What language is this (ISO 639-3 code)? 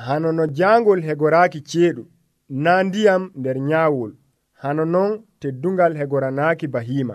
fuv